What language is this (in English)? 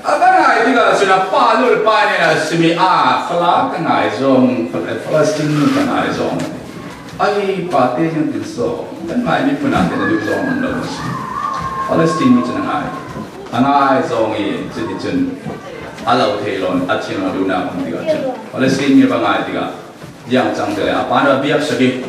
Falam Chin